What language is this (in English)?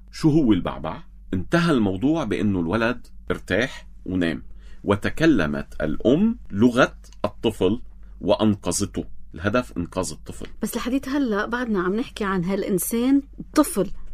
North Levantine Arabic